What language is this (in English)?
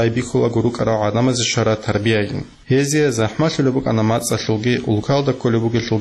Avaric